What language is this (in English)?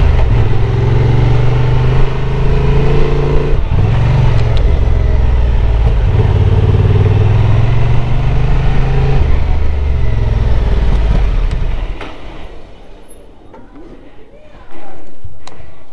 Turkish